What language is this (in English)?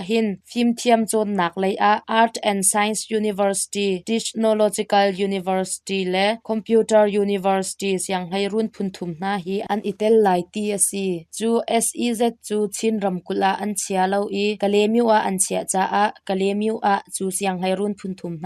Hakha Chin